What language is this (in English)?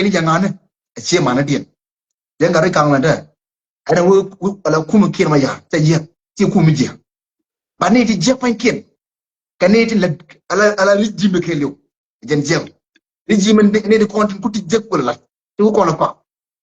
Nuer